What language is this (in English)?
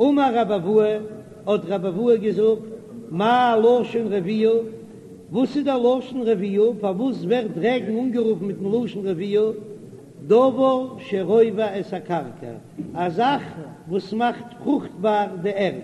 Yiddish